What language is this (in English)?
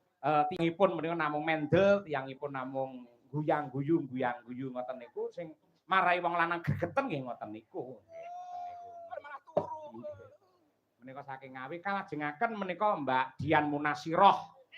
Javanese